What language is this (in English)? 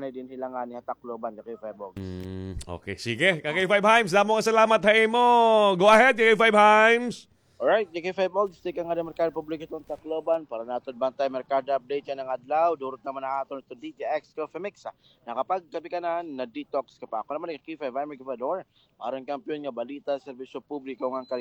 Waray